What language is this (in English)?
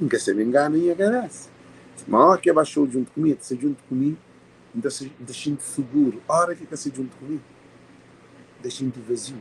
Kabuverdianu